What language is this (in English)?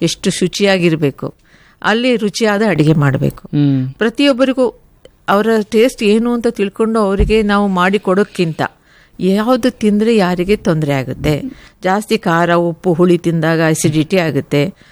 Kannada